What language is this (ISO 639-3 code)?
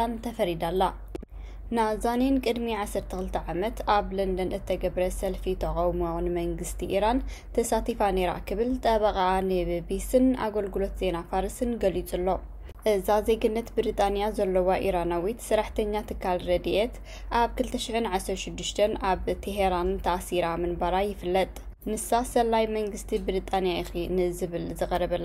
tir